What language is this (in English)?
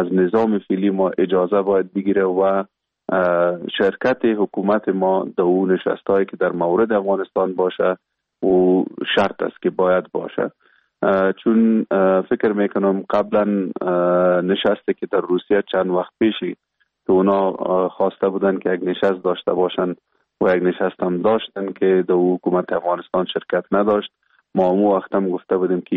Persian